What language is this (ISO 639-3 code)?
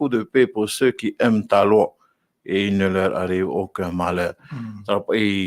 tah